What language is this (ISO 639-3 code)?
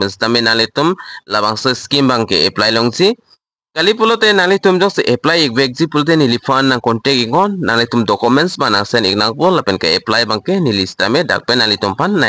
mjw